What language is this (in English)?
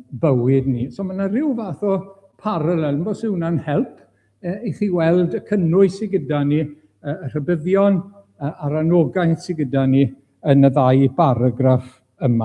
Welsh